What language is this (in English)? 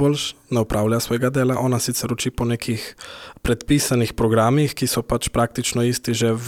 Slovenian